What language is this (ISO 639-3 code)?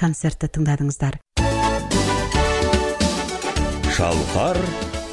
kaz